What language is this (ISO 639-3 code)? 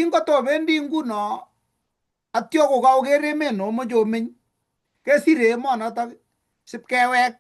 kln